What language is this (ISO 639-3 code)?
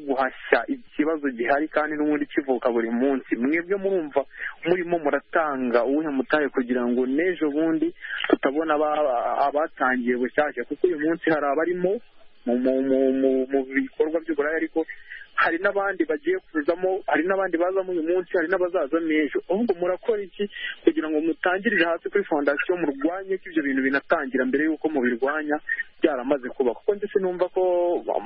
kin